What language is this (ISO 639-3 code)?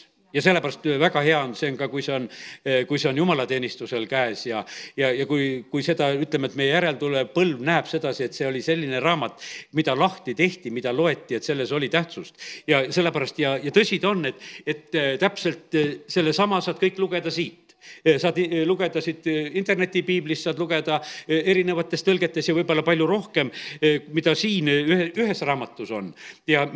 est